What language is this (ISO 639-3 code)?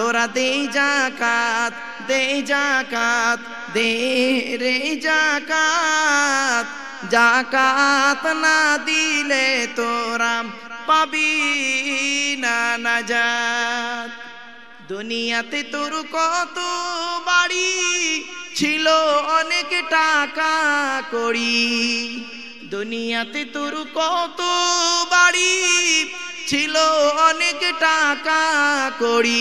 ben